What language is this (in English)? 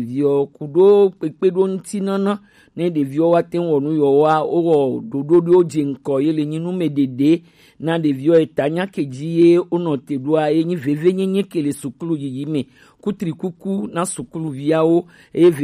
Gen